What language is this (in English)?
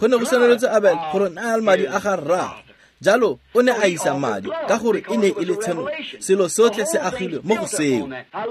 Tswana